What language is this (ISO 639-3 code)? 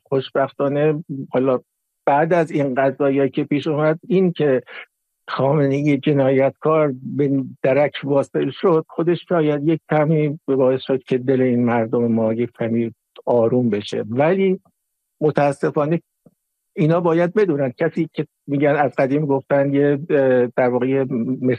fas